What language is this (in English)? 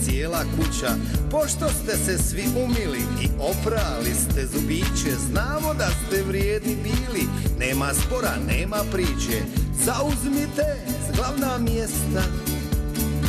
Bosnian